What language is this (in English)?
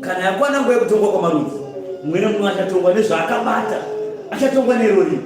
Shona